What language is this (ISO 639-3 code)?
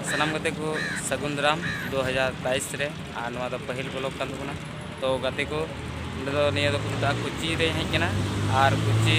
sat